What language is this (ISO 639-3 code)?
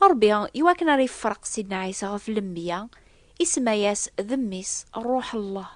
kab